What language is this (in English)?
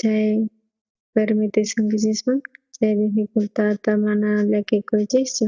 South Bolivian Quechua